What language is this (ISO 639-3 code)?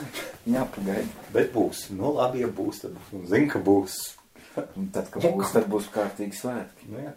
lav